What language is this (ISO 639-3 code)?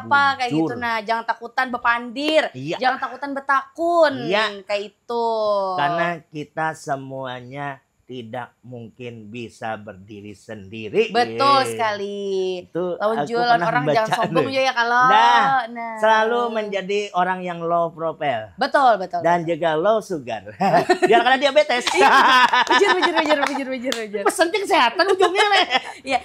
bjn